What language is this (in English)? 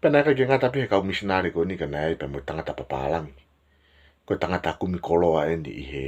Tongan